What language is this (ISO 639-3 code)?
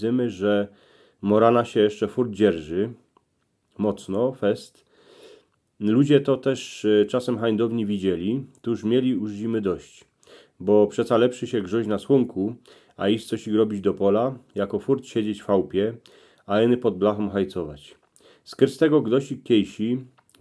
szl